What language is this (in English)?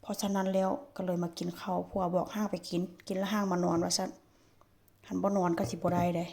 Lao